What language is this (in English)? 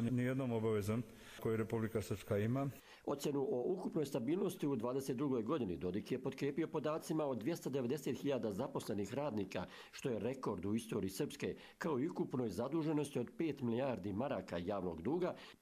Croatian